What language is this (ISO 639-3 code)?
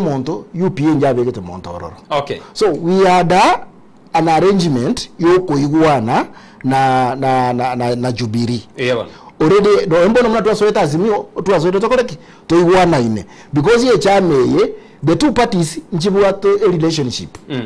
guz